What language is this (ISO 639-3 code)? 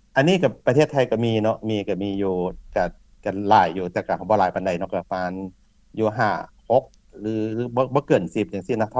lao